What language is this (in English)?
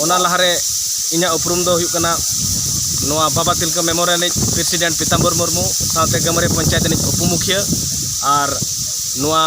Santali